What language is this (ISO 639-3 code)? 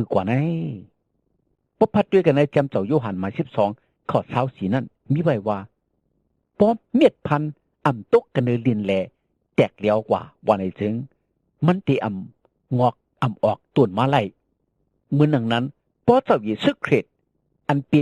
shn